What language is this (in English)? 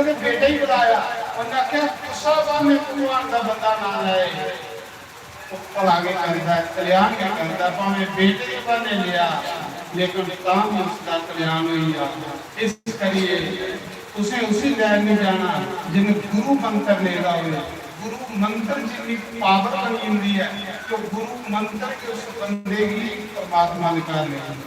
Dogri